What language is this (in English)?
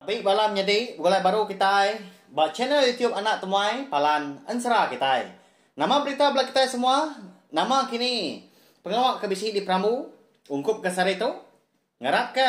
Iban